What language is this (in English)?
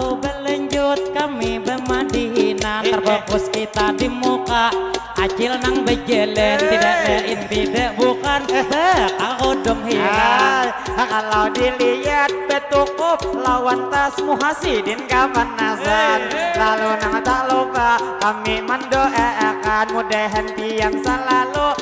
Banjar